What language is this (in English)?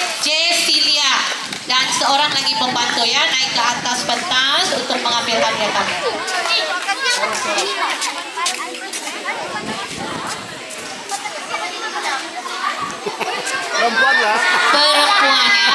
Malay